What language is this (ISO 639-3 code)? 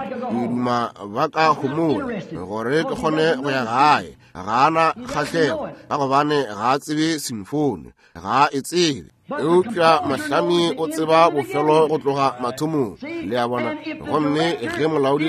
nso